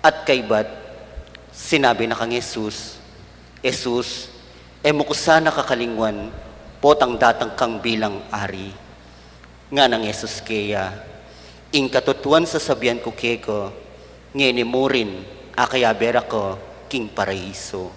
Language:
Pampanga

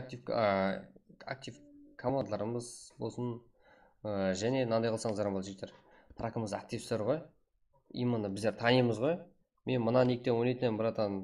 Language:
Kara-Kalpak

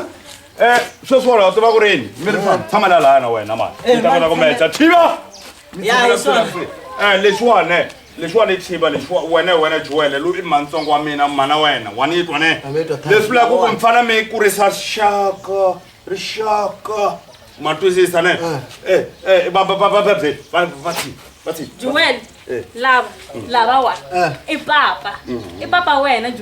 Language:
Tsonga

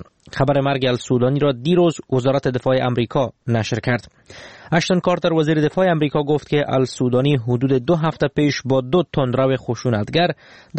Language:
Persian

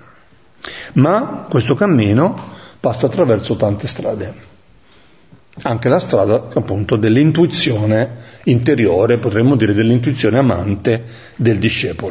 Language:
Italian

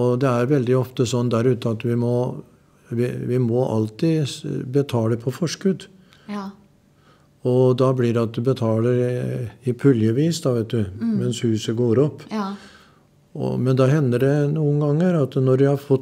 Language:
Norwegian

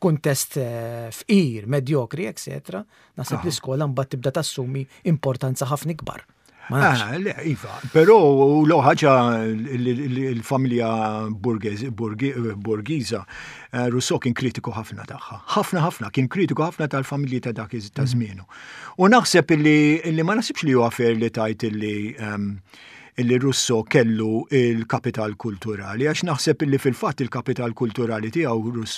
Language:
Maltese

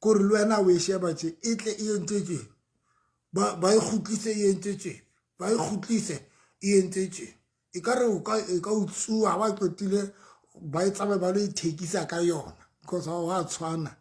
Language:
Southern Sotho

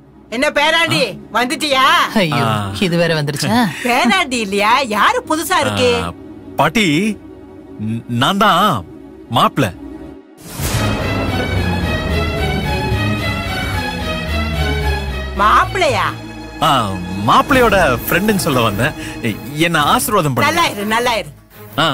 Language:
Tamil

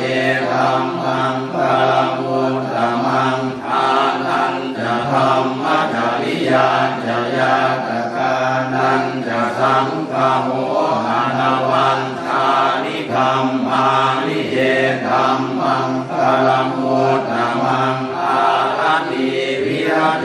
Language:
Pali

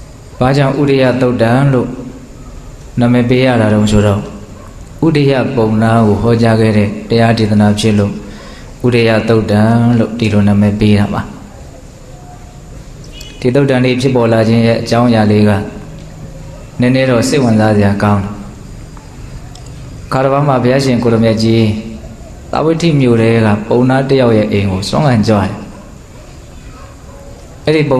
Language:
Burmese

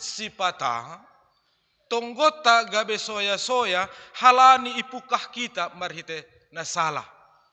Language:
Batak Simalungun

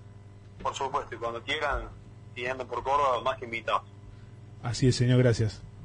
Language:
Spanish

